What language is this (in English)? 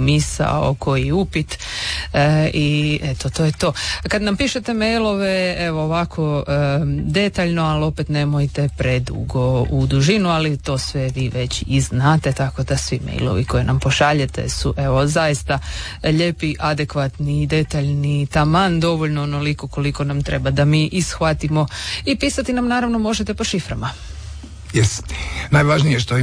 Croatian